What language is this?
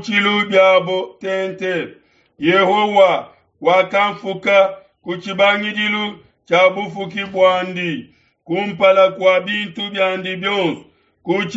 Luba-Lulua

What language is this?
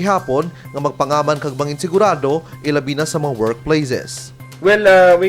Hiligaynon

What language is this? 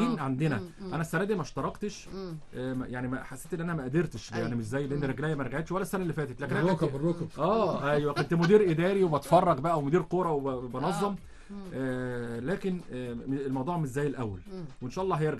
Egyptian Arabic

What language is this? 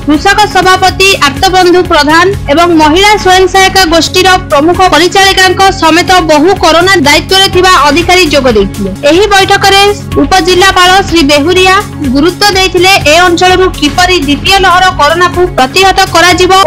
Odia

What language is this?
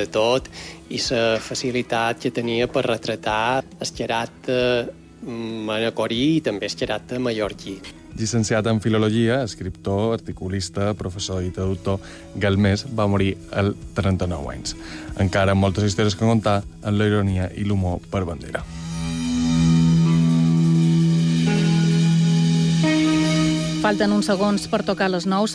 Catalan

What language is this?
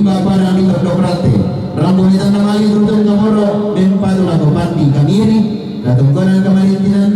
Toraja-Sa'dan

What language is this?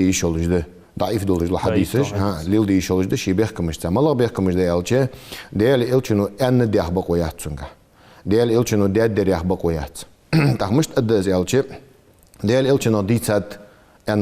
Ingush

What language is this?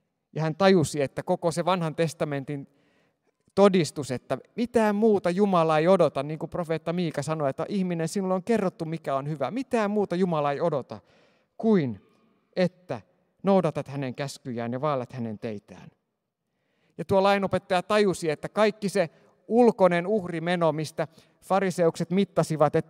Finnish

